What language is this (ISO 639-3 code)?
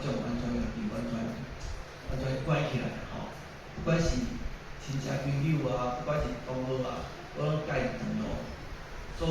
nan